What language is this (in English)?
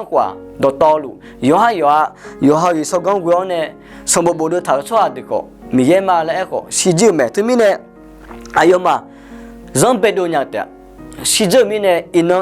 Akha